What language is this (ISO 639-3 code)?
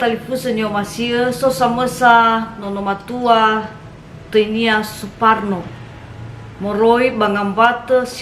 nia